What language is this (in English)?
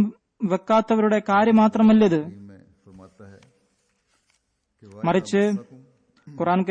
Malayalam